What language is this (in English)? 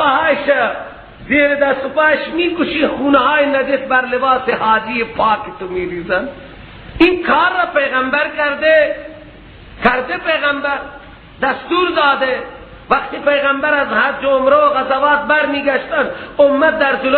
Persian